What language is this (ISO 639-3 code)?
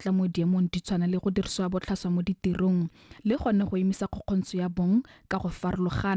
tsn